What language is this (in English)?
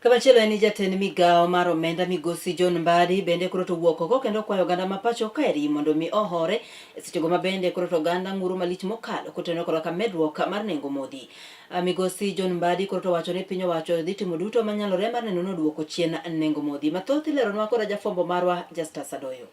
Luo (Kenya and Tanzania)